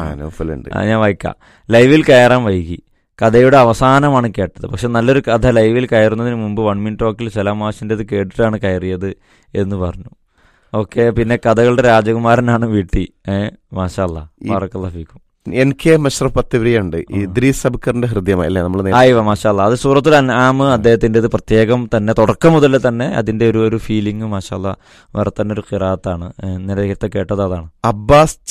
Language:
Malayalam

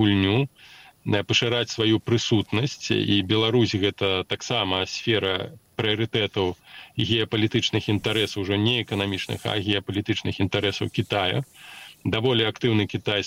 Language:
Belarusian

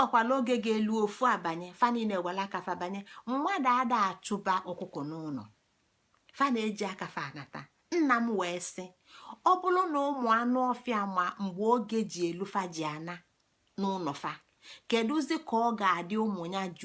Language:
Igbo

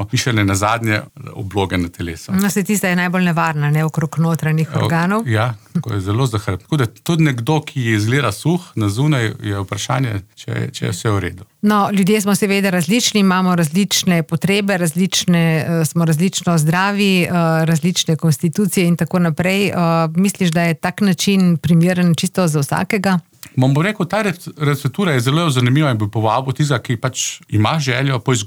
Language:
Slovenian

